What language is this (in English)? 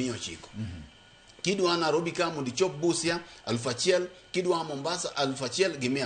Luo (Kenya and Tanzania)